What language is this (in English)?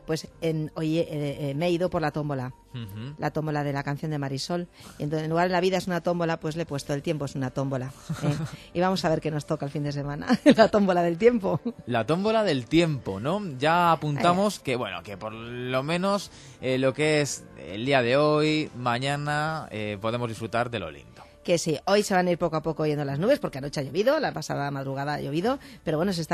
Spanish